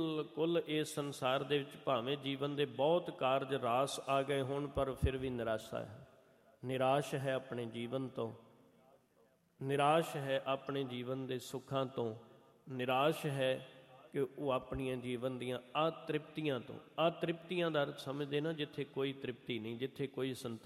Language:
Punjabi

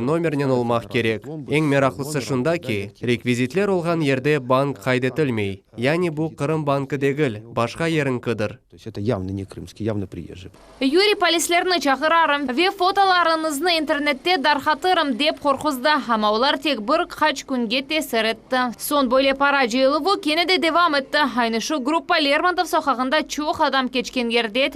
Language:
Crimean Tatar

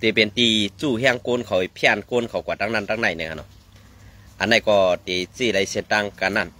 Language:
Shan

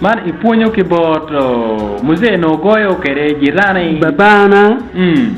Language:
Acoli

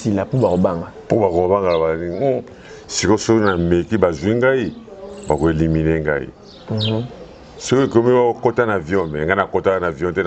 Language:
Lingala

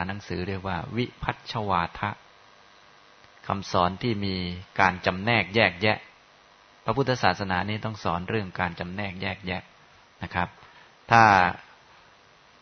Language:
Thai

